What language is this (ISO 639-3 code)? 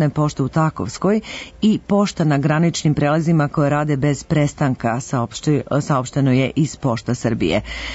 srp